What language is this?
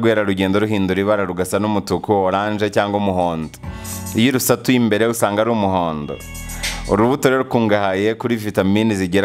Kinyarwanda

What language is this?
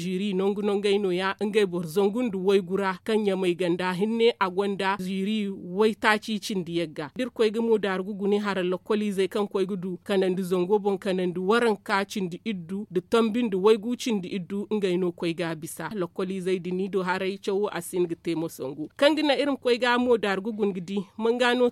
Zarma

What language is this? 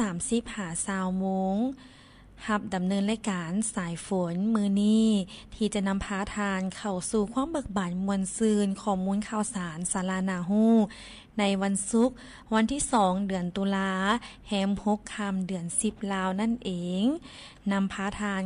Lao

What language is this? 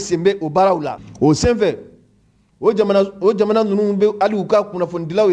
Mandingo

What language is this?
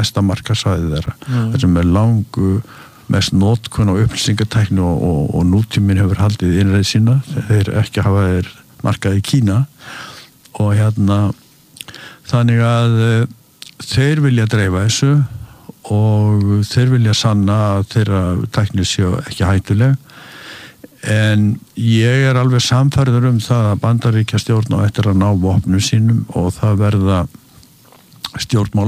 Icelandic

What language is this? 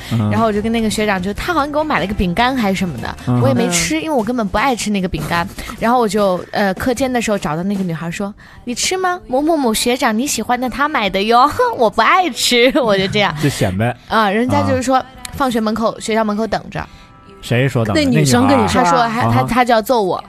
Chinese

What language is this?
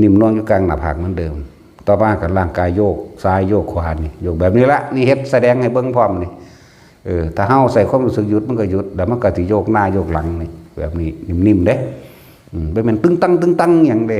Northeastern Thai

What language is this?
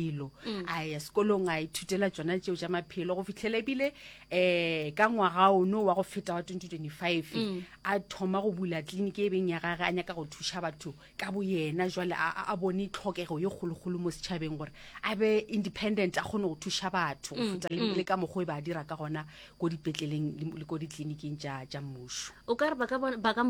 Northern Sotho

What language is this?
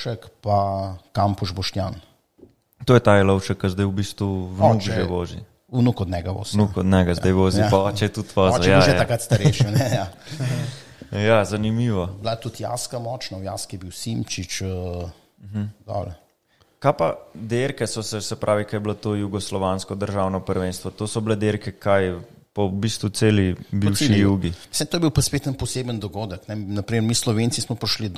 Slovenian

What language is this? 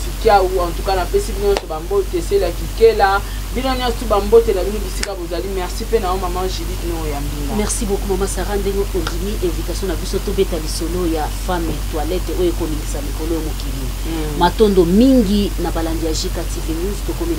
Lingala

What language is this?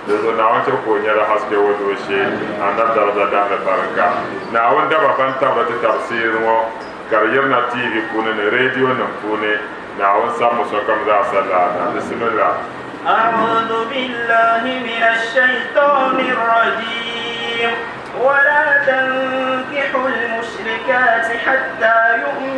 Dagbani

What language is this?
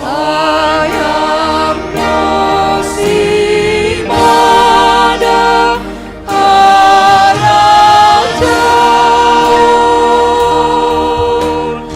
Batak Simalungun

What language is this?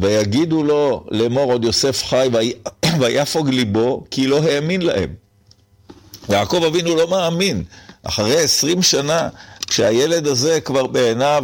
Hebrew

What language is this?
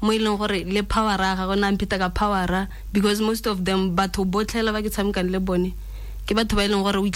Tswana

